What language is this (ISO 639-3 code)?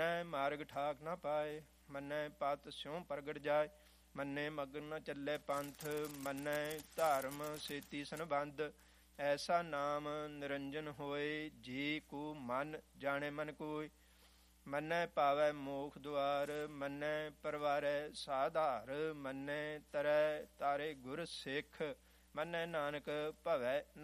pan